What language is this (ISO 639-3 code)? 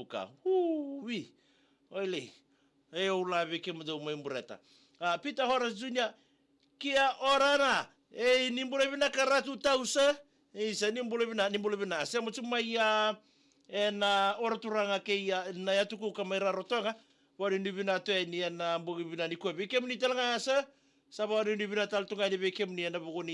fij